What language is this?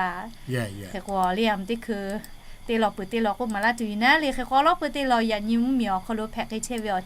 Lahu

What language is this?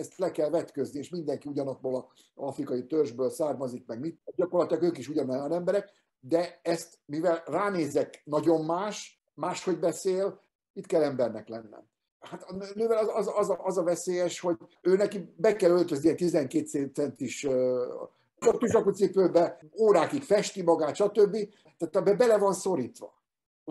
Hungarian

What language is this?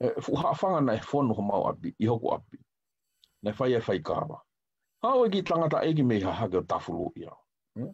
Tongan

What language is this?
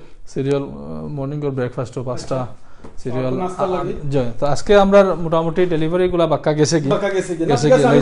Sylheti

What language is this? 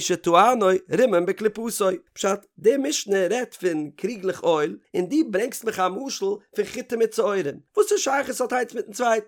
Yiddish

